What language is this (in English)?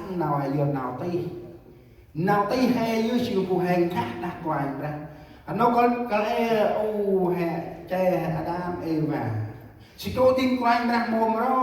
Central Mnong